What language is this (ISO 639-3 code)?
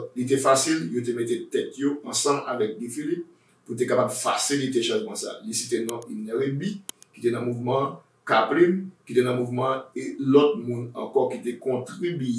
hat